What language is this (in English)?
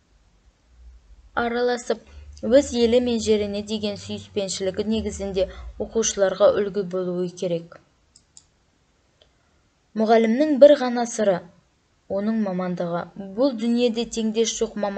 Kazakh